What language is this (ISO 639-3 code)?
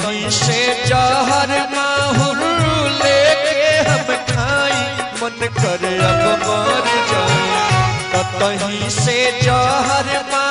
bho